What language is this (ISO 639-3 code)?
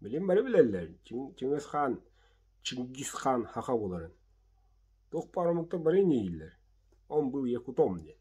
sah